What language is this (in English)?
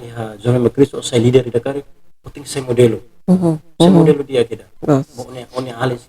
Tetum